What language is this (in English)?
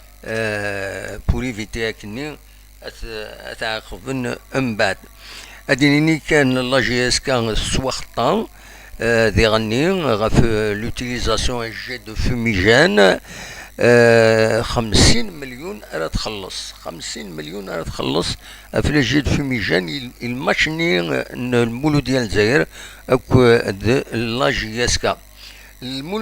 Kabyle